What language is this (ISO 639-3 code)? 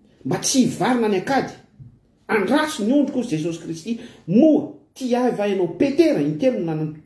mlg